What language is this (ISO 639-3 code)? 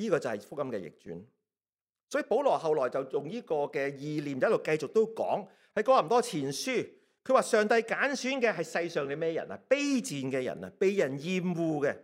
yue